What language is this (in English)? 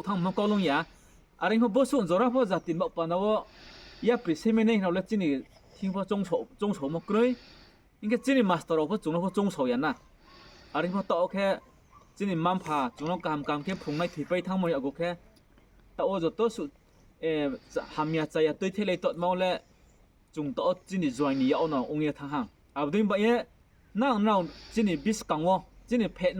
Riang (India)